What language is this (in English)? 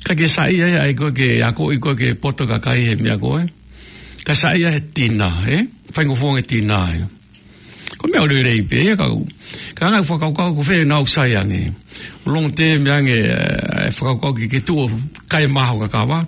Tongan